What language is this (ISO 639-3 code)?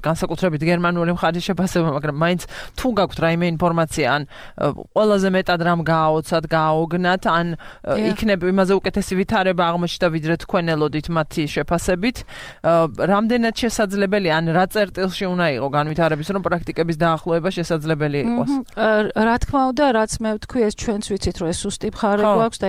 kat